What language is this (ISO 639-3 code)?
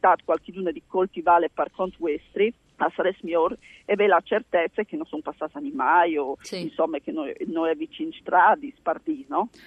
fur